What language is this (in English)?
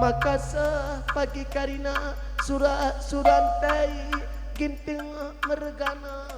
Batak Karo